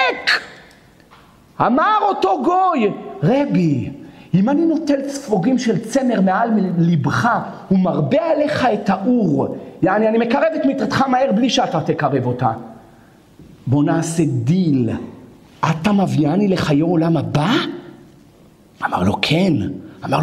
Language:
Hebrew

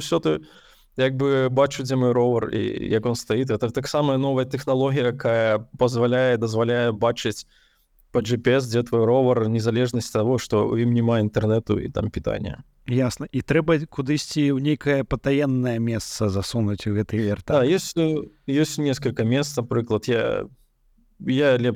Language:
Belarusian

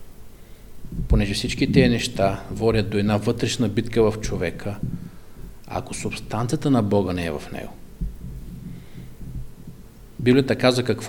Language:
Bulgarian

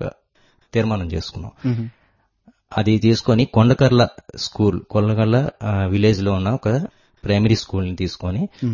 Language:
Telugu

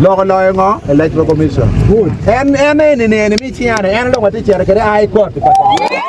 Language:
Acoli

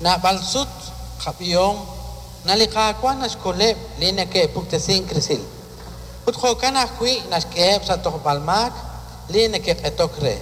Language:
Kekchí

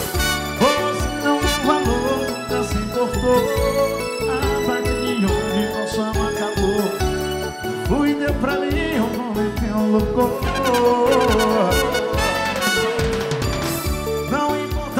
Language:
Portuguese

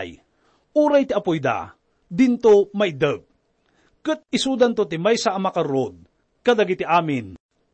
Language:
Iloko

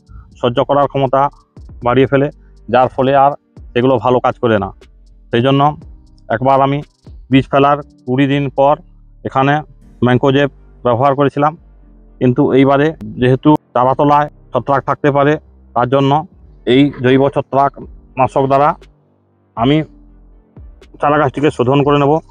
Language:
Bangla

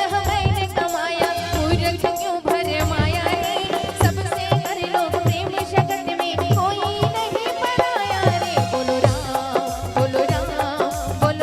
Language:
Chhattisgarhi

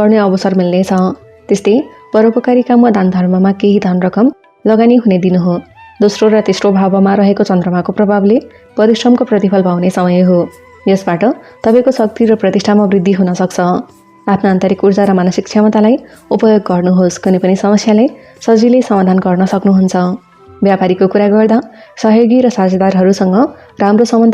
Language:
Nepali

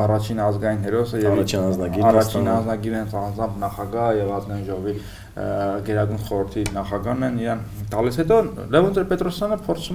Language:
Armenian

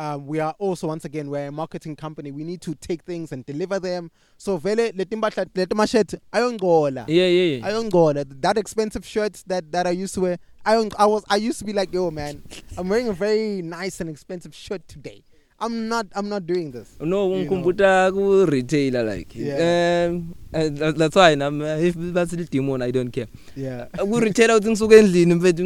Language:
English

